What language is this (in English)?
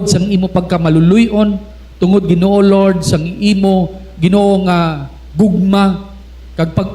Hiligaynon